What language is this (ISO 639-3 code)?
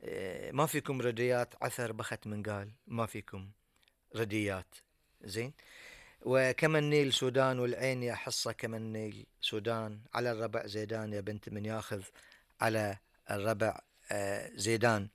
afb